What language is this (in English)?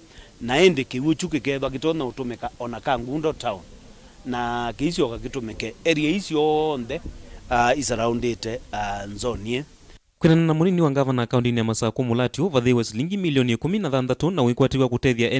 Kamba